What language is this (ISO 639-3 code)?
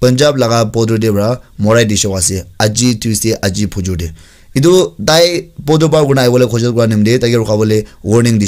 nag